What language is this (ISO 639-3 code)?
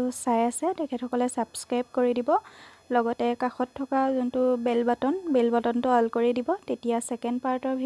asm